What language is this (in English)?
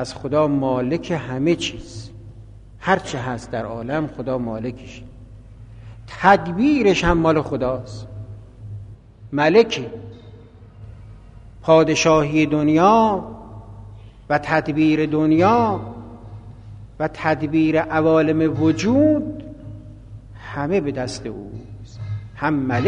Persian